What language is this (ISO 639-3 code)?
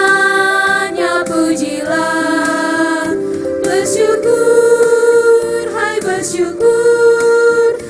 abs